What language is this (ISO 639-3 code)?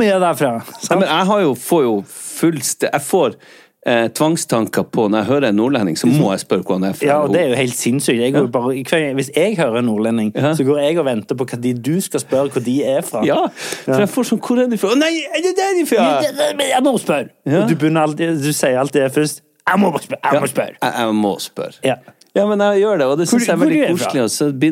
nor